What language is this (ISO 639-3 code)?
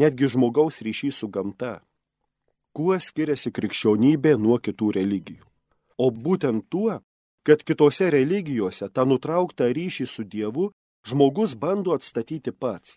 lit